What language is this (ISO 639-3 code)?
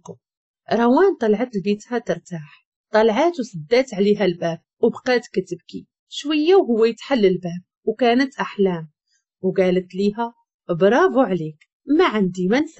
ary